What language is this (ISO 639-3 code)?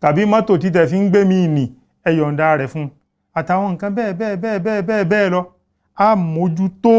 yor